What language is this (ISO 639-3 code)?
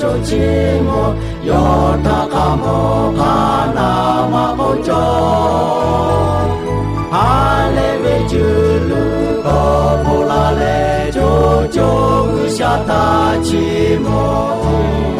lhu